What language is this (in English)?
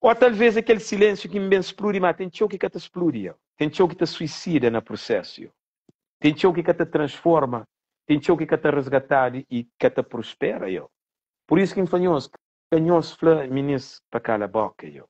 Kabuverdianu